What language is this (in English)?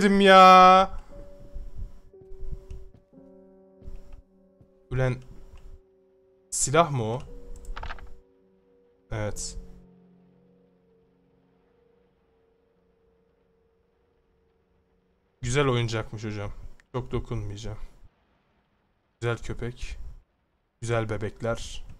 Turkish